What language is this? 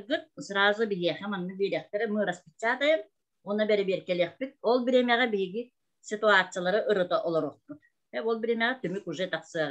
Yakut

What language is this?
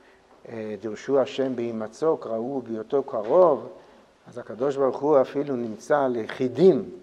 Hebrew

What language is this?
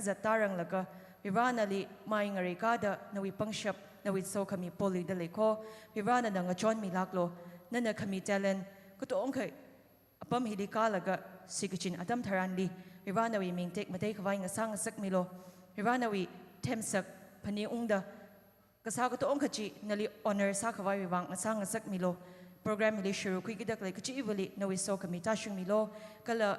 Tangkhul Naga (India)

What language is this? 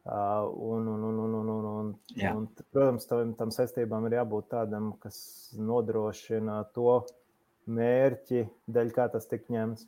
Latvian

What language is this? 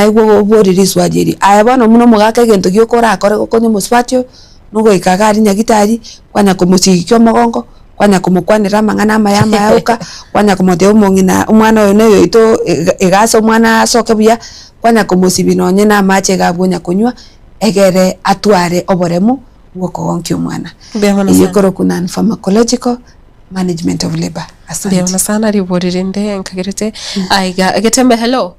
Gusii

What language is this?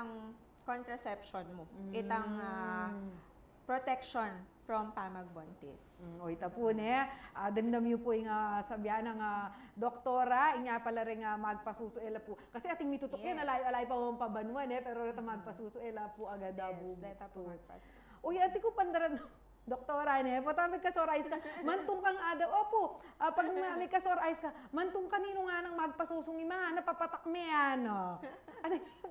Pampanga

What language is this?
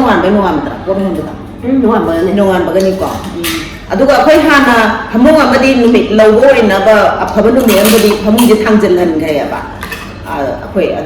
Manipuri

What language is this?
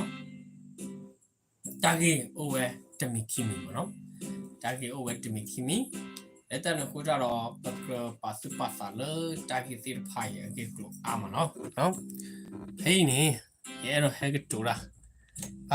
S'gaw Karen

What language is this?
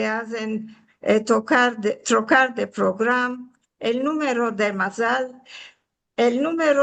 Ladino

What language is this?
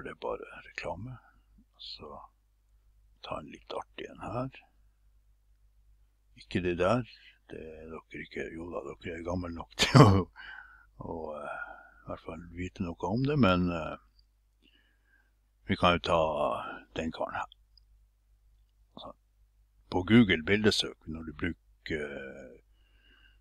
Norwegian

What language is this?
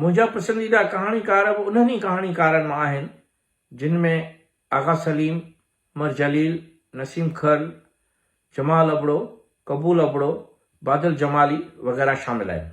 Sindhi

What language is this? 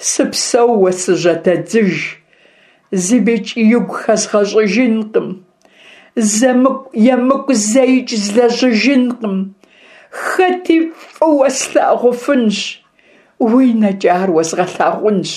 Kabardian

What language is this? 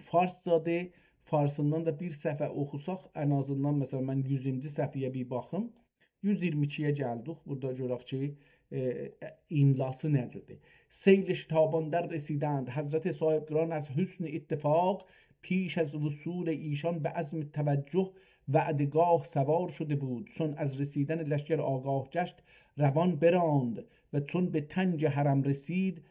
South Azerbaijani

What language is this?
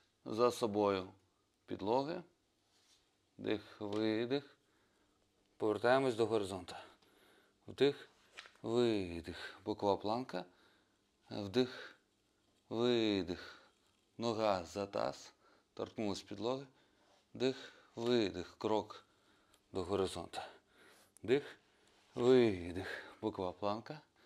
Ukrainian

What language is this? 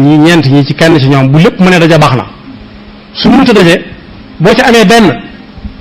Wolof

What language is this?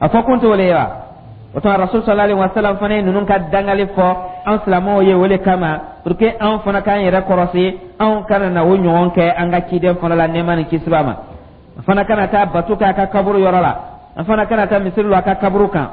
Dyula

